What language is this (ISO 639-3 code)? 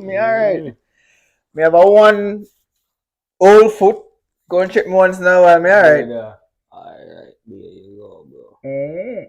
jam